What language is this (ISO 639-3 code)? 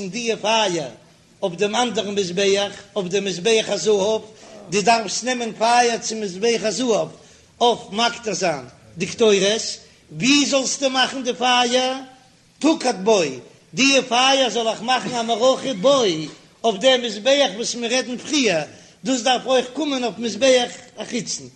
yid